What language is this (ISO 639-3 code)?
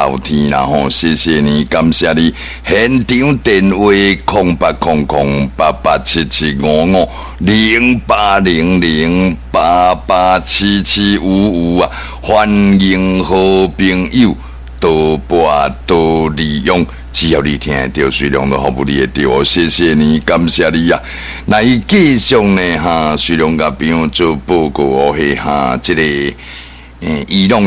nan